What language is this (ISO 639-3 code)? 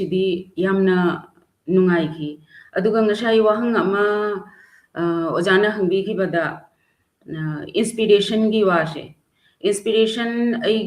mni